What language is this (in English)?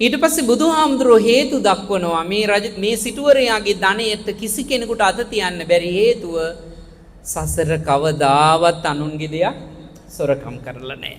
Sinhala